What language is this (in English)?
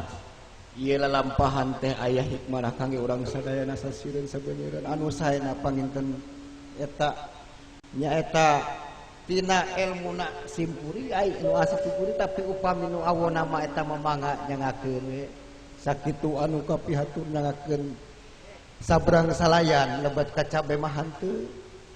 Sundanese